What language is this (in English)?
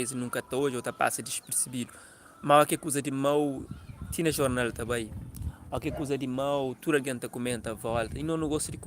Kabuverdianu